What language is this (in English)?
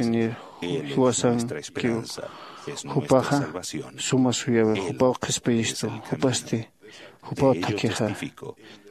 Aymara